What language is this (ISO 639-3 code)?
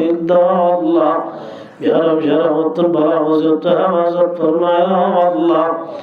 rhg